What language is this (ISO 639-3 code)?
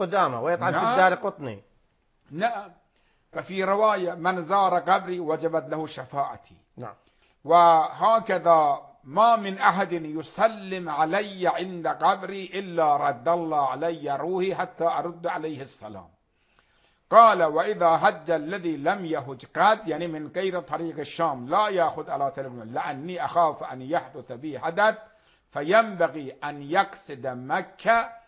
ara